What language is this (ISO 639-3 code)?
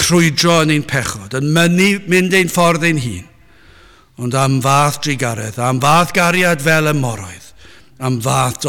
cym